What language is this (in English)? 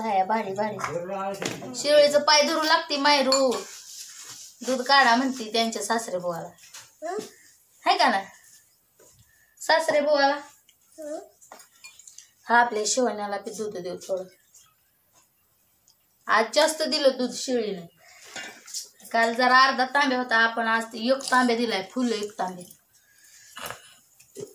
Marathi